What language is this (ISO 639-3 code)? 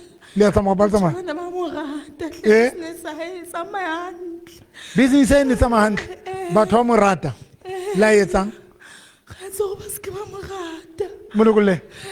sot